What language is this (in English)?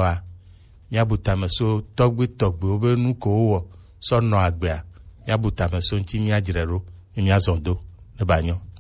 Gen